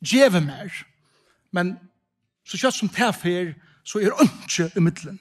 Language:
Faroese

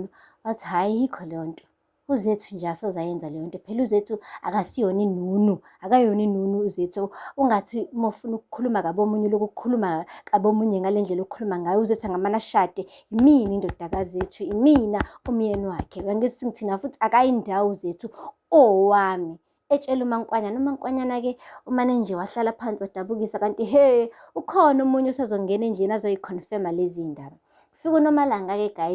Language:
Zulu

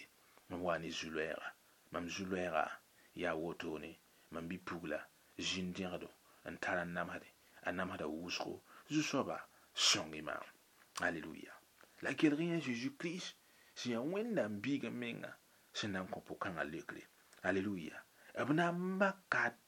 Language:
Mossi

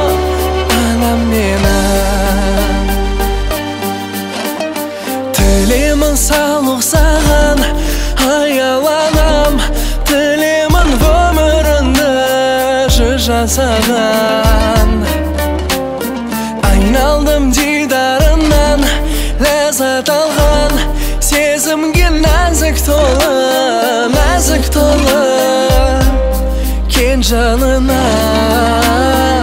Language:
Kazakh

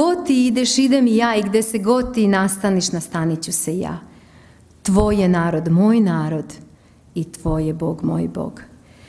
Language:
Serbian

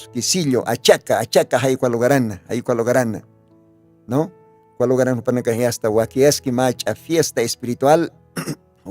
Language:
Aymara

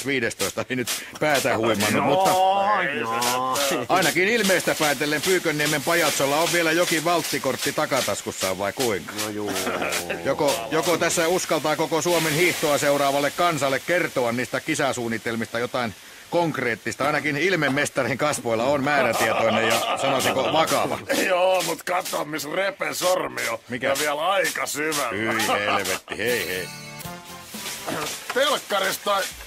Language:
Finnish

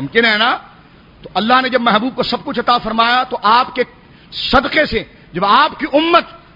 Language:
Urdu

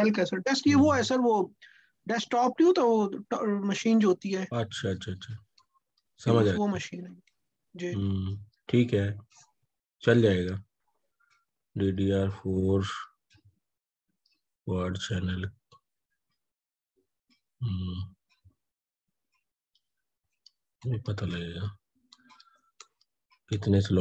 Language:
Hindi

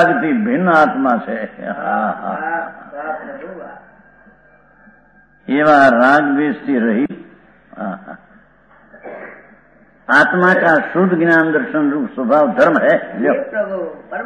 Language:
Gujarati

